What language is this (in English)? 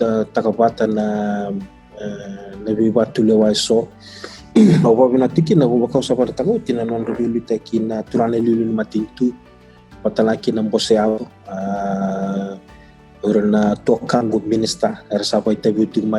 Fijian